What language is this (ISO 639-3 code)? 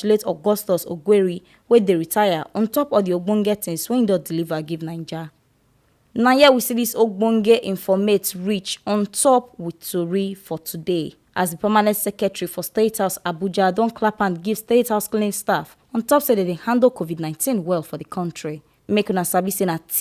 pcm